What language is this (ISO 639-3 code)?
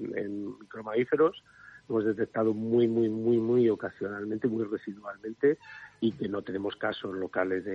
spa